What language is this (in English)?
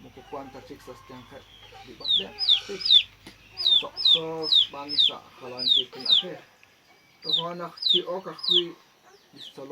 Kekchí